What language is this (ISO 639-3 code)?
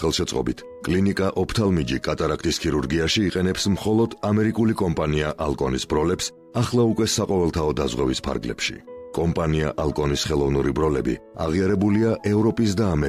kat